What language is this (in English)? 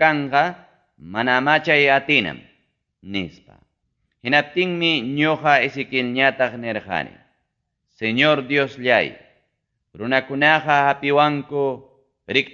Ayacucho Quechua